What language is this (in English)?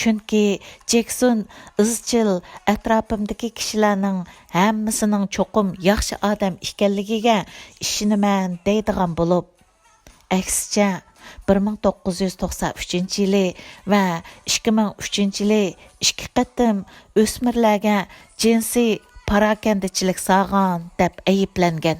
Uyghur